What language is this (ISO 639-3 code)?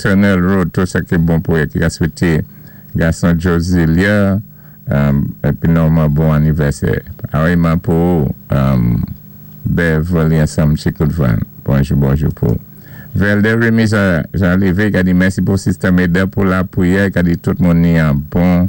acf